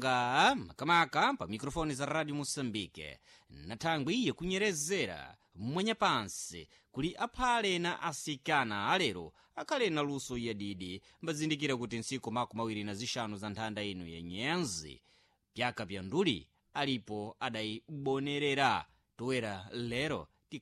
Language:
Sena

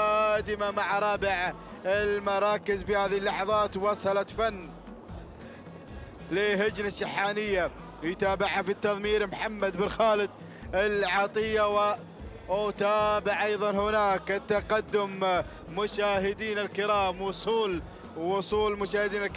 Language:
Arabic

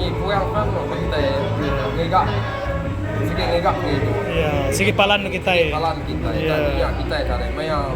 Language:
Iban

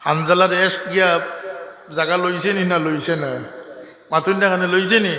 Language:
Sylheti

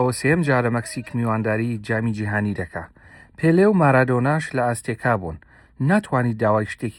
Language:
Central Kurdish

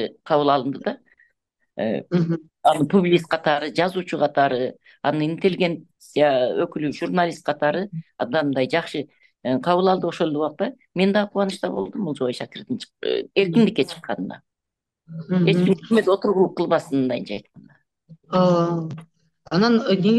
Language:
Kyrgyz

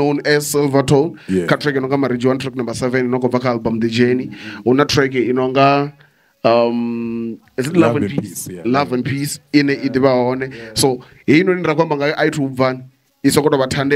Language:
Venda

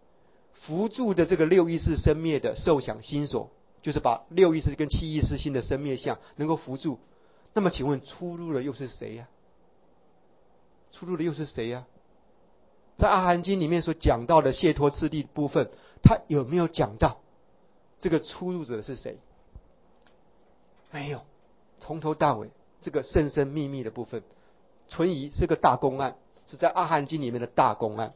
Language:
Chinese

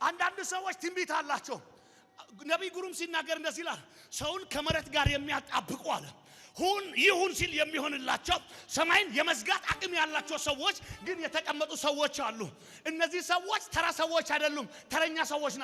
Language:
Amharic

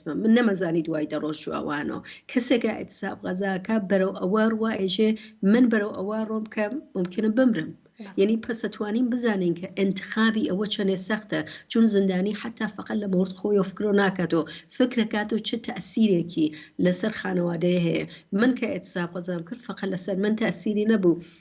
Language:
Central Kurdish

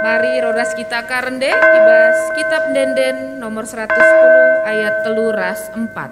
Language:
Batak Karo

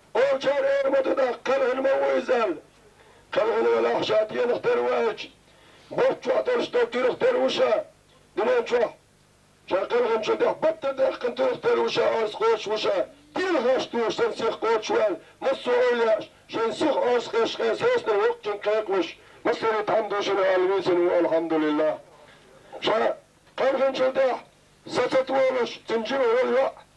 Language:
Chechen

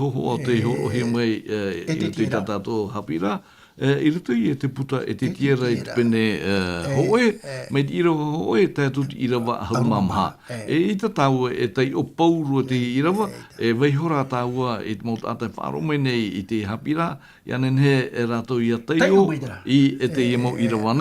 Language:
Tahitian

